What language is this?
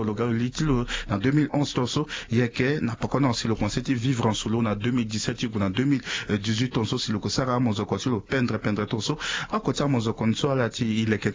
Sango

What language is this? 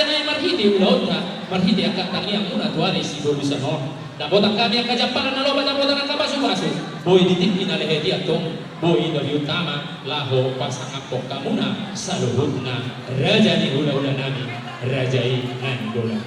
Batak Toba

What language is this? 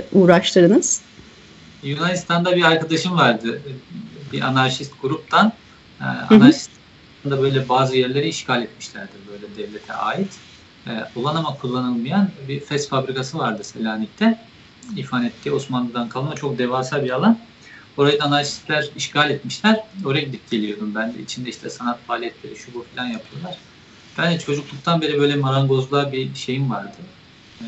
Turkish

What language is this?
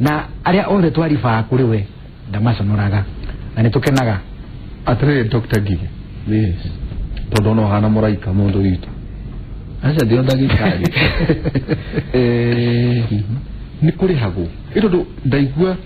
Kikuyu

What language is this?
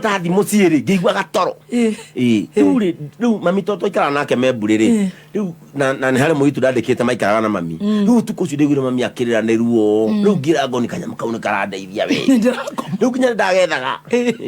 Kikuyu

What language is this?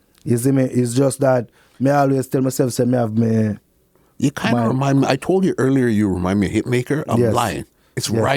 Jamaican Creole English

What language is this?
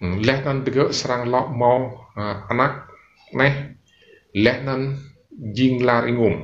Rade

